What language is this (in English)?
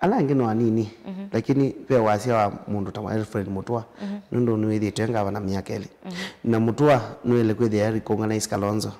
Kamba